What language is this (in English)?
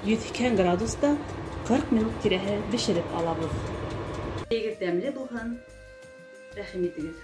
Bashkir